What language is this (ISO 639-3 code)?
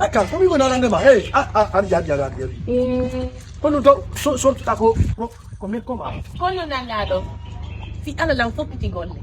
ful